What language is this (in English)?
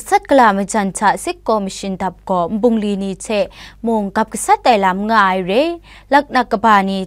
Kachin